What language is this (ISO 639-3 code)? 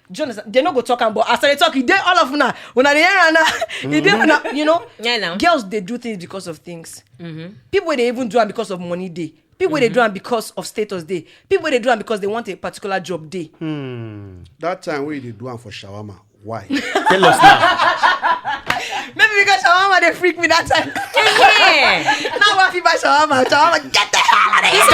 pcm